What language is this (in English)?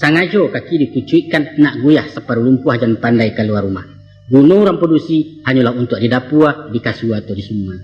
Minangkabau